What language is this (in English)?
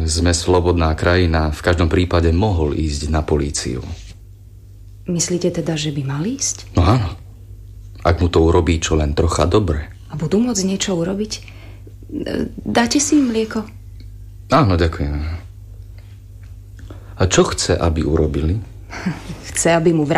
Slovak